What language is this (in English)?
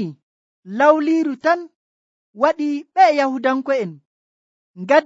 Nigerian Fulfulde